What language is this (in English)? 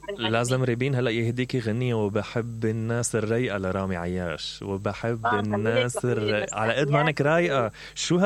Mesopotamian Arabic